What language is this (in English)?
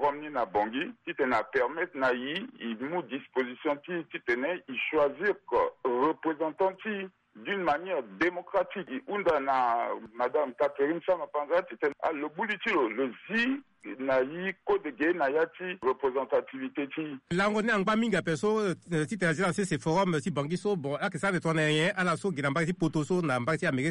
Sango